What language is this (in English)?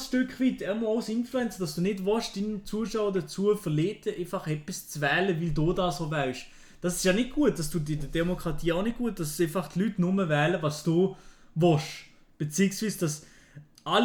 Swiss German